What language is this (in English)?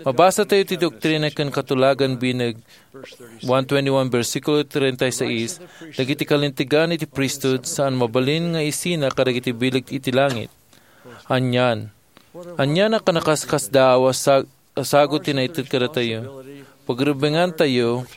Iloko